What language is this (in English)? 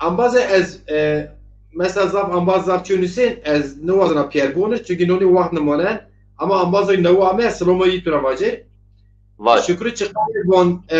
Zaza